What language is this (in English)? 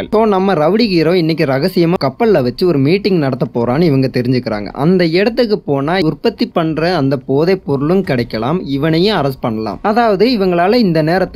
Tamil